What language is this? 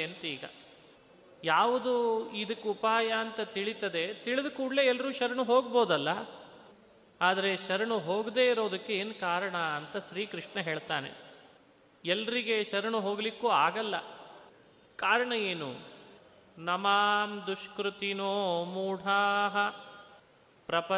Kannada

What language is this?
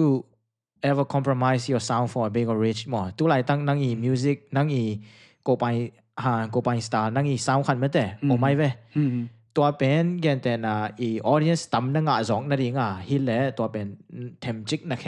Tedim Chin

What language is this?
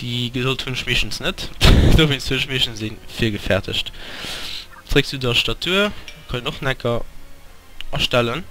Luxembourgish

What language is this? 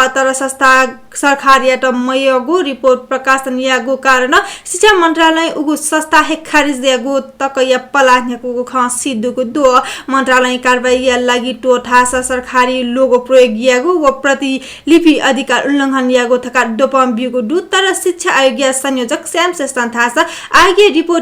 Newari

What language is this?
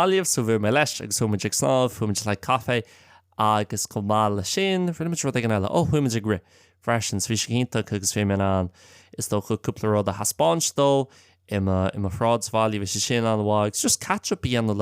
Irish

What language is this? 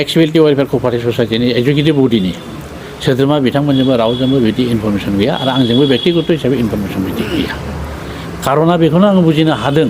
Bodo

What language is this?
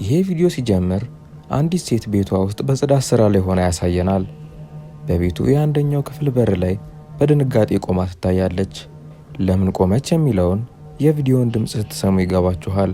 Amharic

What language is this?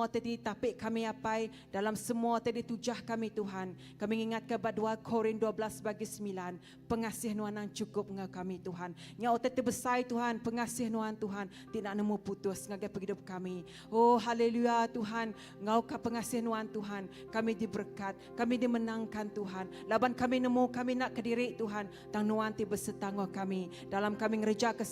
Iban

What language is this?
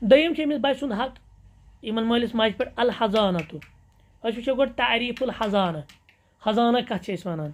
Kashmiri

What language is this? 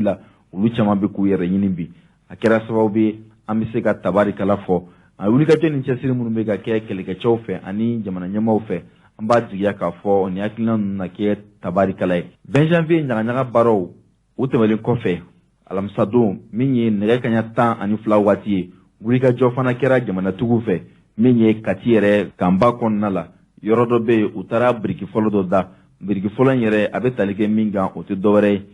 Bambara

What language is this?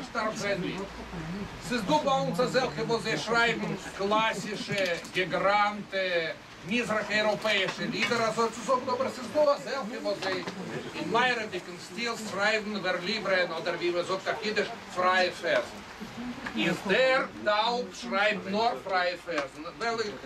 Yiddish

